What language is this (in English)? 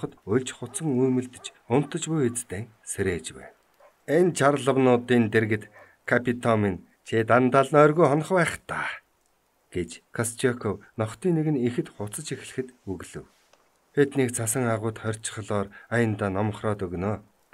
Mongolian